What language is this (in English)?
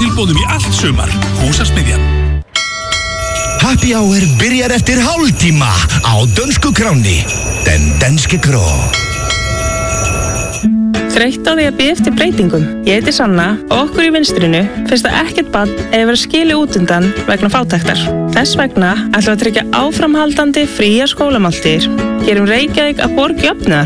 Icelandic